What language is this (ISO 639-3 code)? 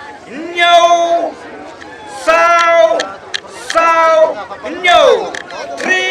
kha